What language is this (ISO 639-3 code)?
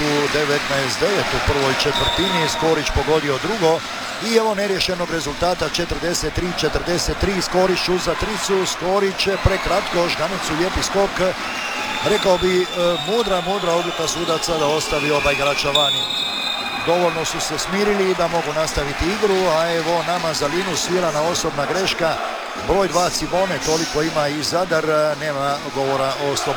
hrv